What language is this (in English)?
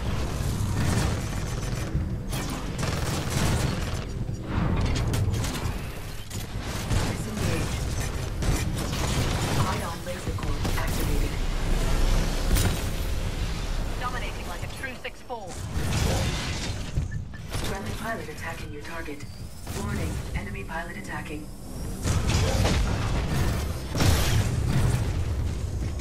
English